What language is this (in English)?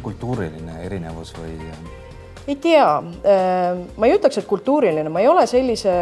Estonian